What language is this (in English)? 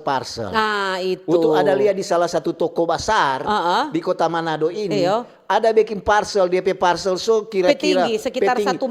Manado Malay